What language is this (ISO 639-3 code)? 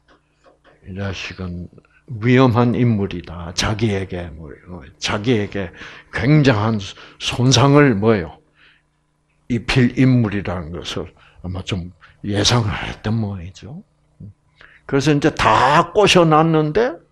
kor